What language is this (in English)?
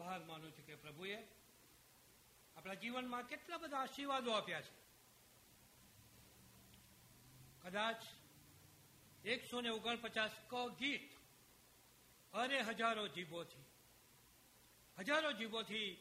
Gujarati